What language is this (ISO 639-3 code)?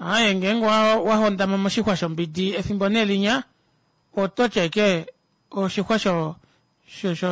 kua